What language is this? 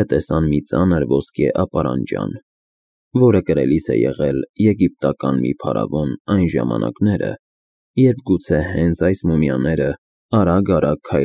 Armenian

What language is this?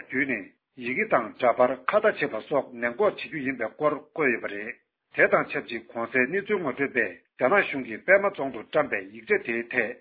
Tibetan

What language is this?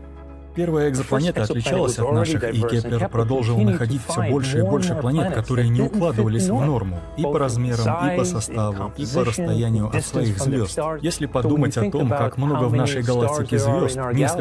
Russian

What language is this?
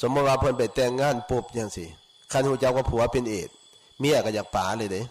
Lao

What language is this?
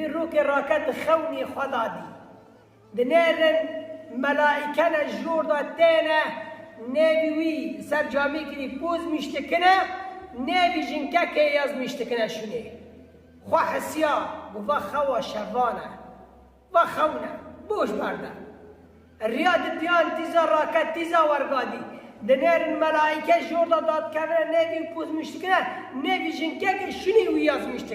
Kurdish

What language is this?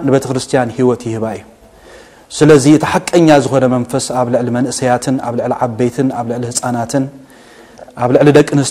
Tigrinya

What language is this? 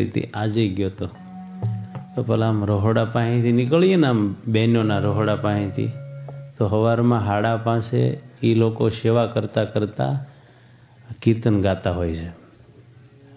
Gujarati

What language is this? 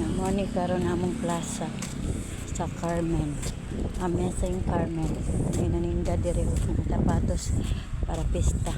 Cebuano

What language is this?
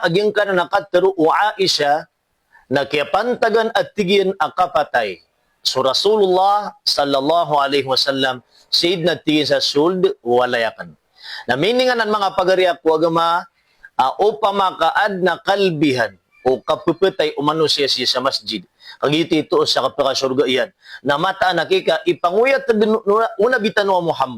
Maranao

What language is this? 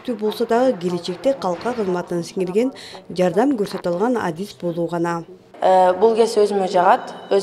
Kyrgyz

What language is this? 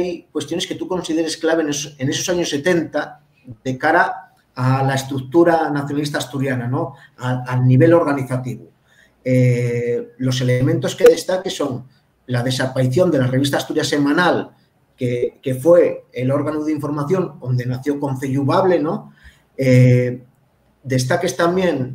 Asturian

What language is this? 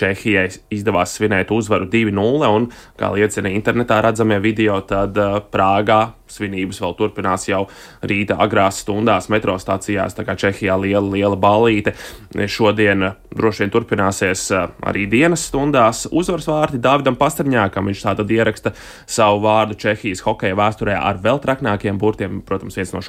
Latvian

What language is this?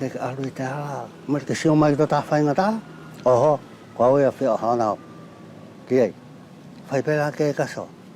Wallisian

